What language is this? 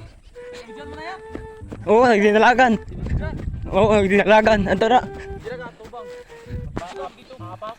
Waray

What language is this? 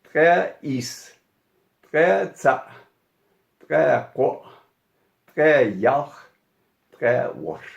Ingush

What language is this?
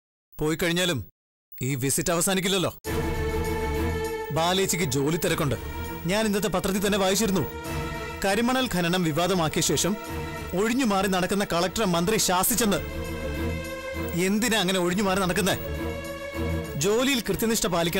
Malayalam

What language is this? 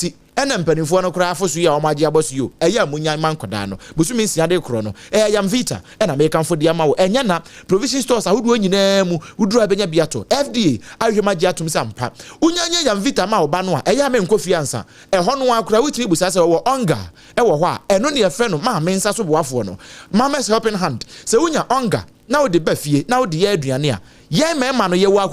Akan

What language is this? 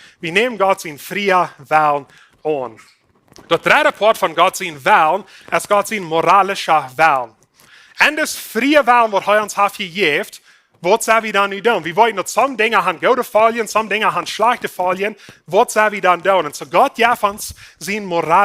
Plautdietsch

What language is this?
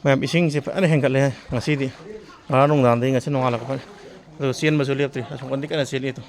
Manipuri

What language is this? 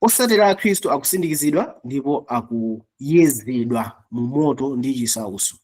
Nyanja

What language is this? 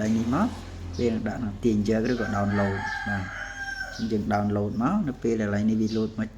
Khmer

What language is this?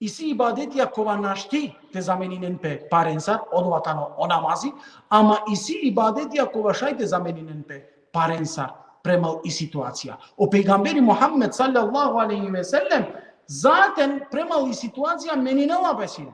Balkan Romani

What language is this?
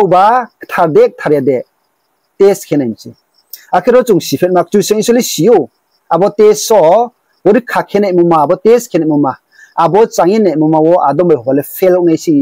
Riang (India)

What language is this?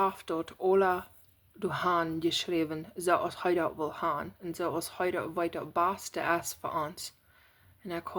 Plautdietsch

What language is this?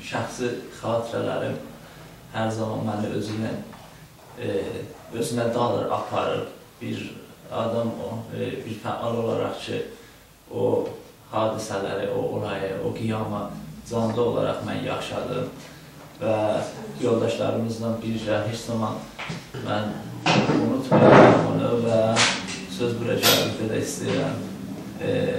South Azerbaijani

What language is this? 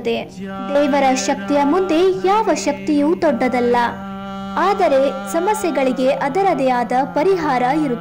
Kannada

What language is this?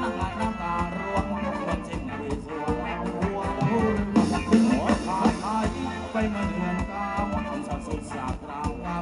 Thai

